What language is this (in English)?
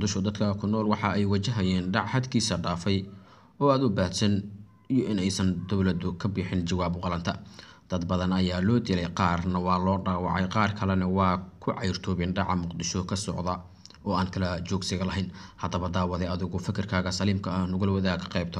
Somali